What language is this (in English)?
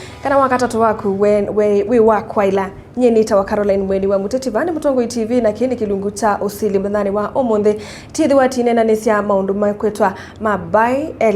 Kamba